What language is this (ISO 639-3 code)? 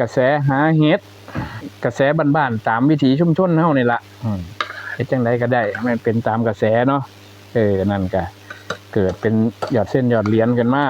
tts